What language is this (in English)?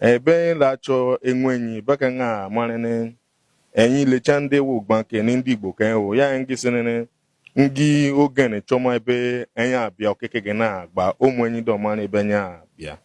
Igbo